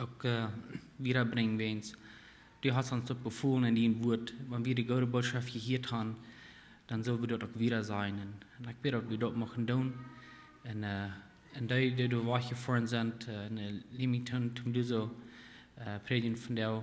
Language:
Plautdietsch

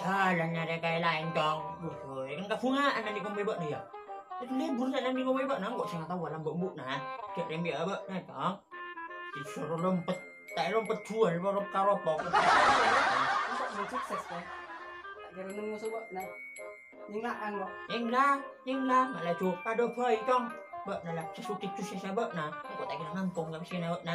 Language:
Madurese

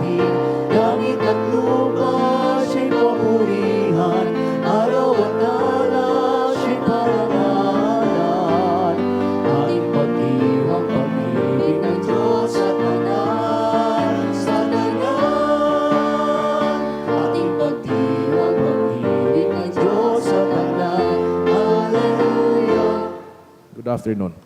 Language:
Bikol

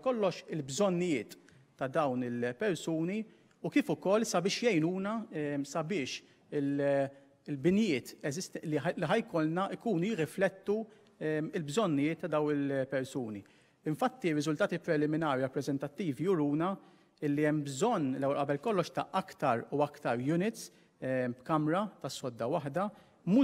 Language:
Maltese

